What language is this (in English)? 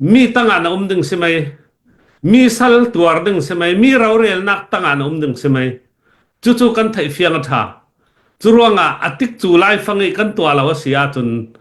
Falam Chin